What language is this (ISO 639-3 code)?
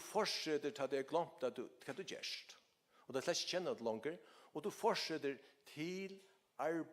fao